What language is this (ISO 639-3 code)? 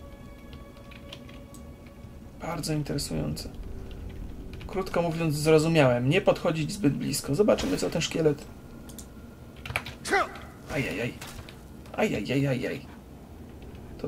pol